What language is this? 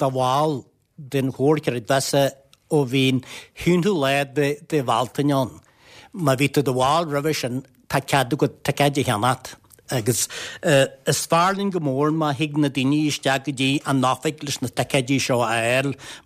Irish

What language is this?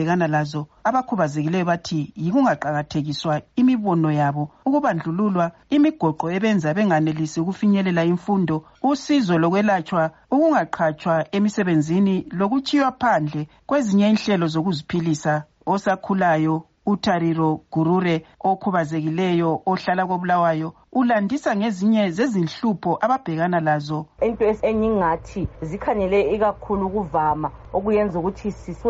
North Ndebele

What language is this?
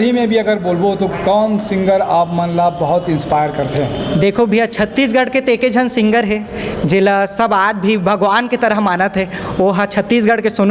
Chhattisgarhi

